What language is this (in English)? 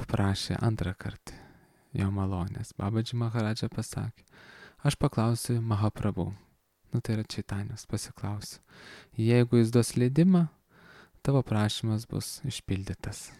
Lithuanian